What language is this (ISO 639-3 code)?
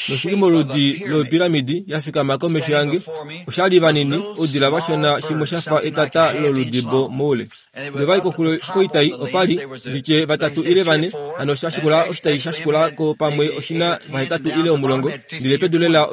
kua